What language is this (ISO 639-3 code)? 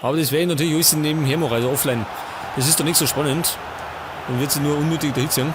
bar